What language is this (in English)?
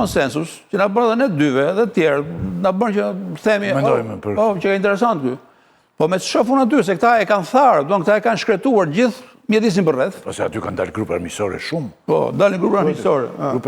Albanian